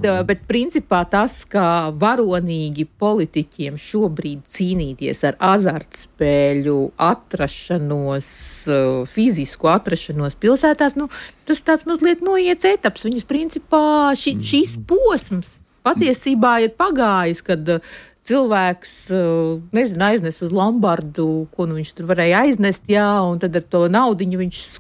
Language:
Latvian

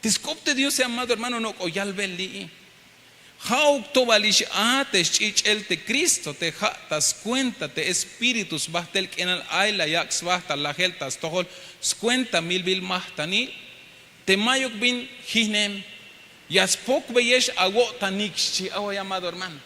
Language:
Tzeltal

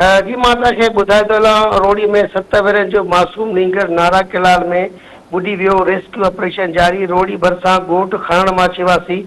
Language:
Sindhi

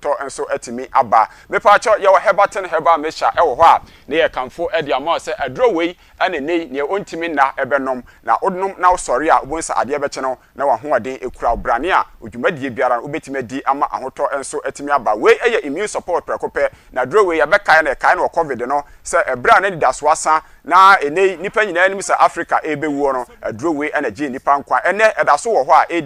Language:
Akan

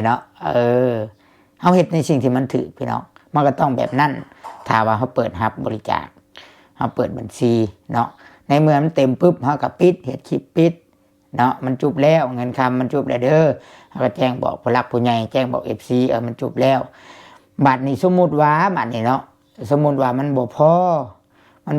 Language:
Lao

